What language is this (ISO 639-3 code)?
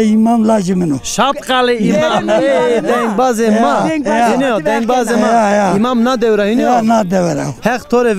zza